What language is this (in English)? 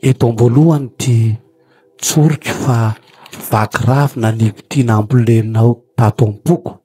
Malagasy